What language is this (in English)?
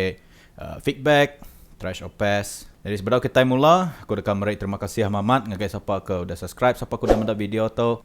Iban